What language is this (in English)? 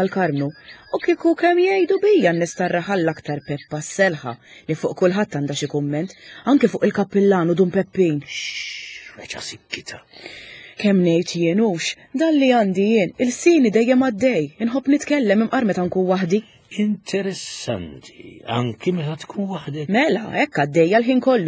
Maltese